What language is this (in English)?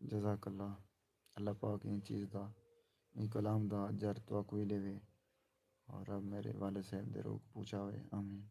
Saraiki